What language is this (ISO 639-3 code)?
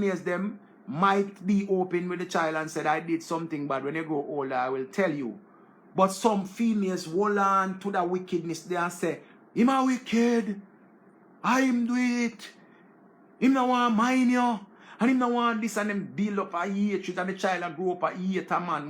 jam